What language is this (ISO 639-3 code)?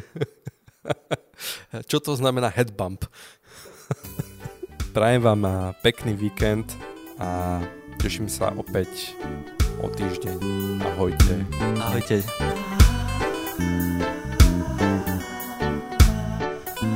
slk